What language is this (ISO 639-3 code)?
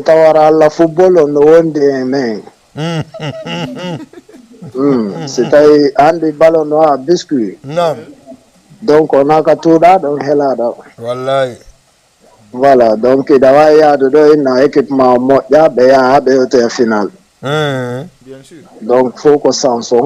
ful